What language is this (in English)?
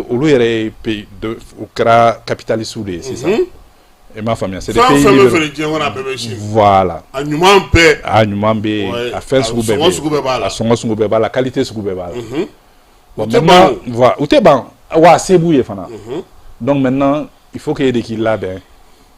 Bambara